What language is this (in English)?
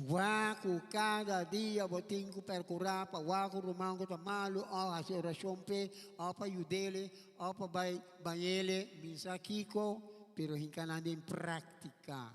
Papiamento